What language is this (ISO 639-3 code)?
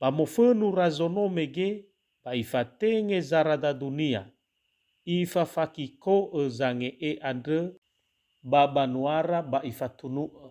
nia